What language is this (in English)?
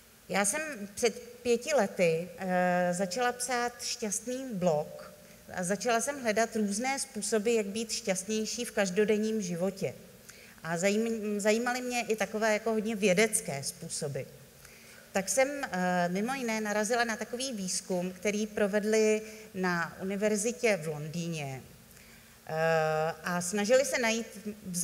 Czech